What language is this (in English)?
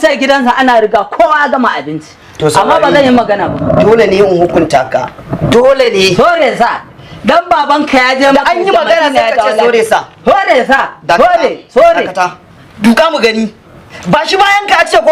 Hausa